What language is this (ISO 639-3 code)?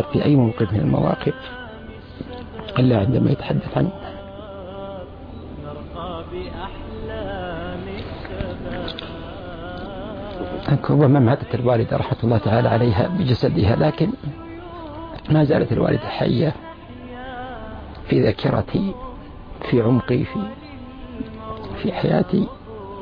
ara